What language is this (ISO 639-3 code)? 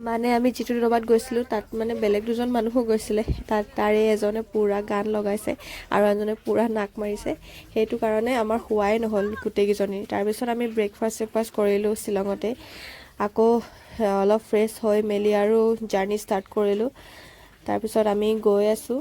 asm